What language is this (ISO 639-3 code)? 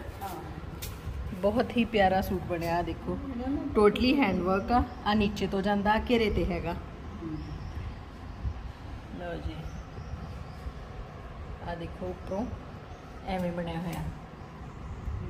pan